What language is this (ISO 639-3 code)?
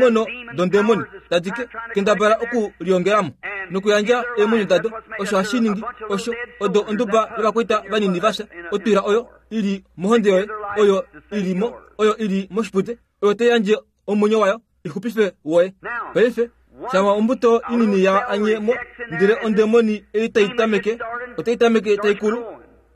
kua